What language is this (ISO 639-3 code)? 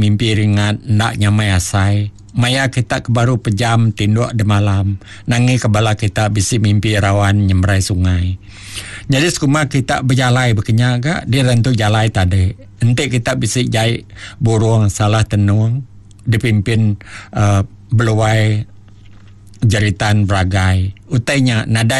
iba